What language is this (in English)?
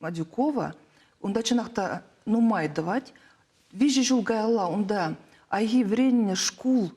Chuvash